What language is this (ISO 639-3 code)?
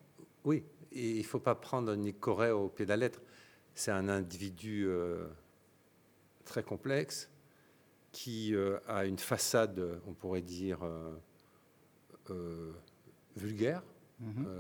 fra